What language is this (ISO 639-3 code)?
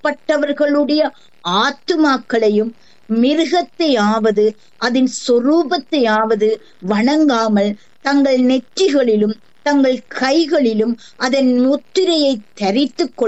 tam